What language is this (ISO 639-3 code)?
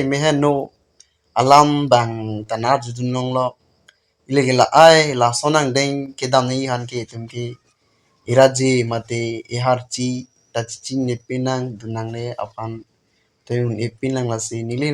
mjw